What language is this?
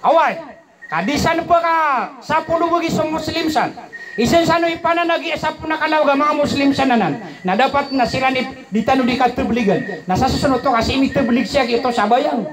Maranao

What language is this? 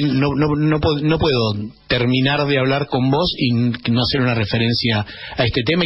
Spanish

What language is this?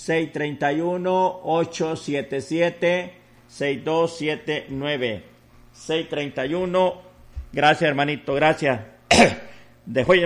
Spanish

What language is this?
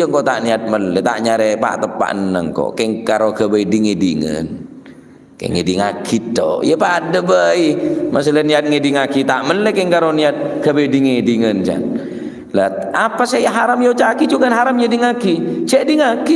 Madurese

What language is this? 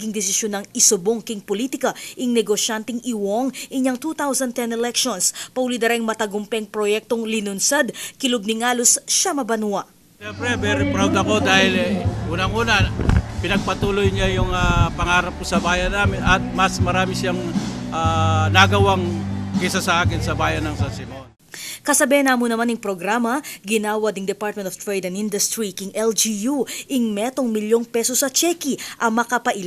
Pampanga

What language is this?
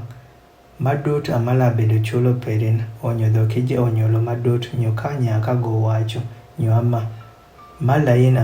Adhola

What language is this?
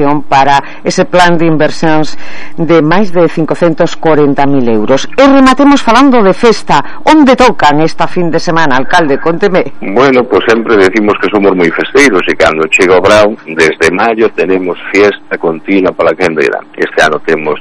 Galician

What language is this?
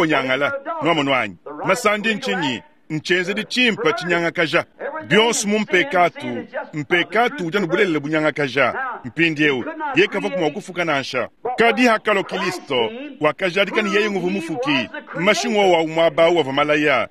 Luba-Lulua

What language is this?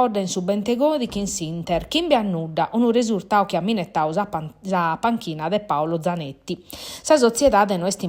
Sardinian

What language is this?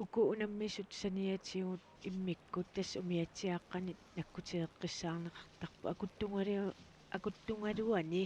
Kalaallisut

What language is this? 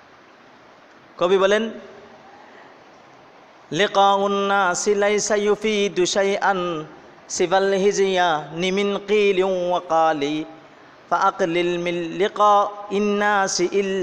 Bangla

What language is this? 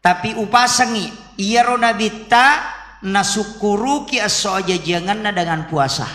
Buginese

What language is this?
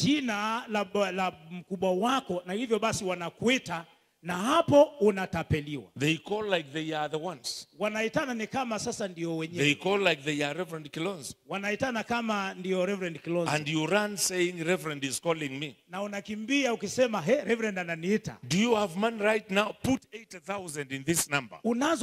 Swahili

